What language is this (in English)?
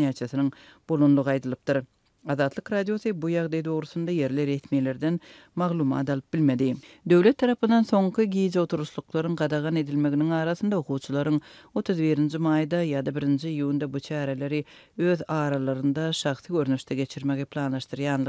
Turkmen